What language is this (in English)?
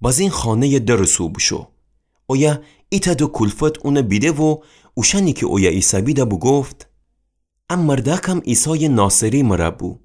Gilaki